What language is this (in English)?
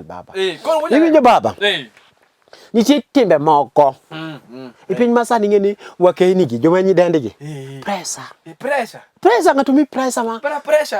Luo (Kenya and Tanzania)